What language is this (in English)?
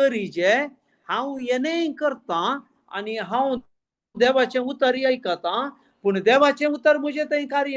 Konkani